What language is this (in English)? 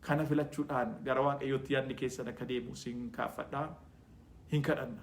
Oromo